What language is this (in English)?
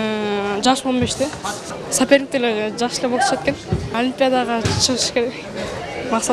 Kyrgyz